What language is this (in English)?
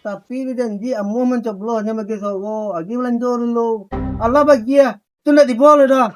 Minangkabau